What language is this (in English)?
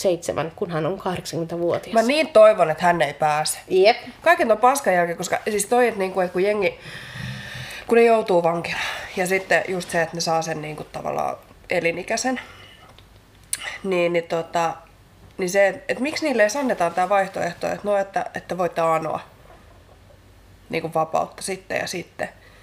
Finnish